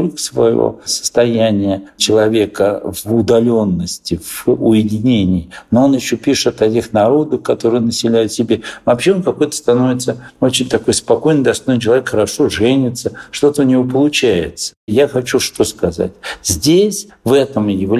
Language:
Russian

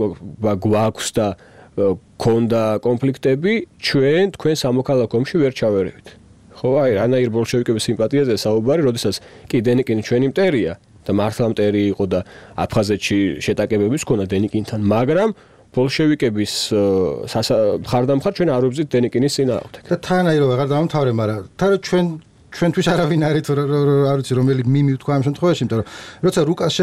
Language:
Georgian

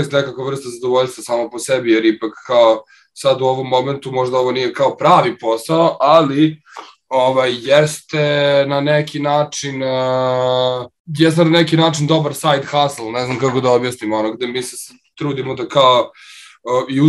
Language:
Serbian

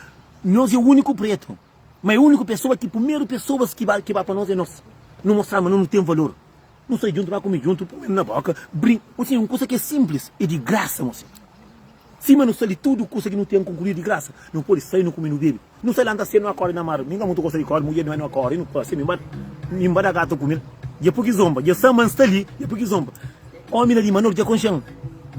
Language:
Kabuverdianu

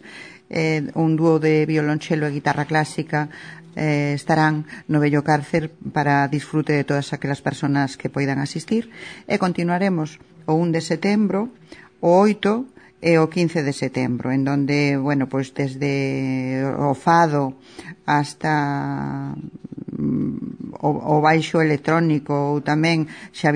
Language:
Galician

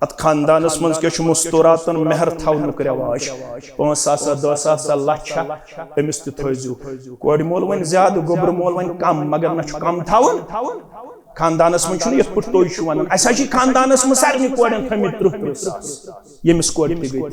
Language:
Kashmiri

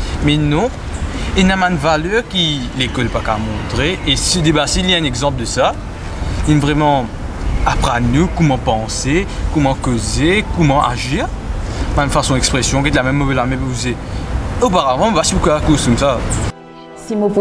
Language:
Morisyen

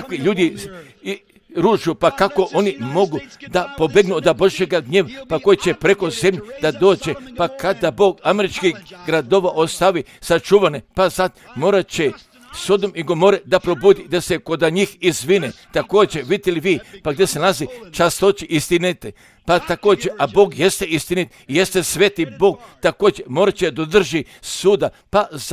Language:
Croatian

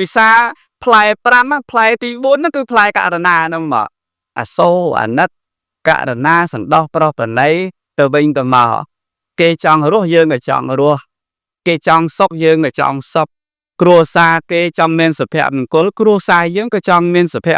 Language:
Khmer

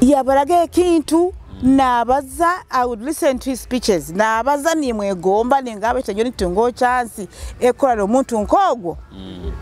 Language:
Nyoro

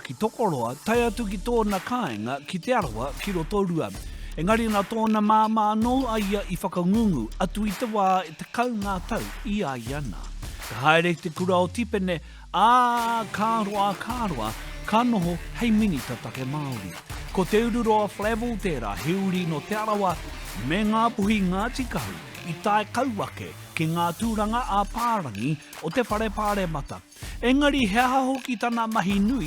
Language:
Māori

